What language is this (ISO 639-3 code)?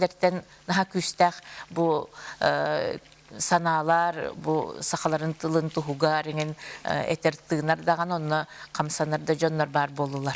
sah